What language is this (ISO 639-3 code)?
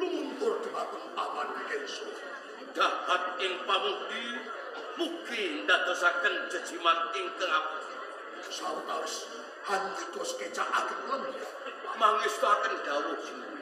jav